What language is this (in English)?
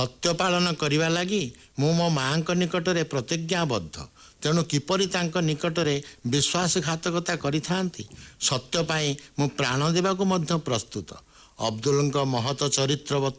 Odia